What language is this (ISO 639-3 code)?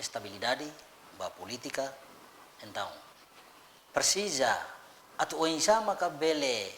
tet